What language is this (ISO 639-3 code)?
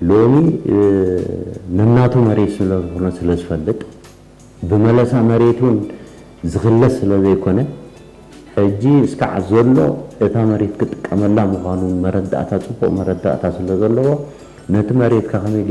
tir